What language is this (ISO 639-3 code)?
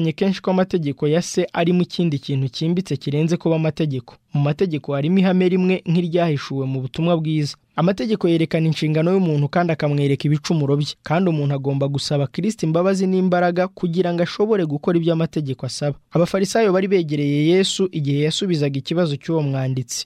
kin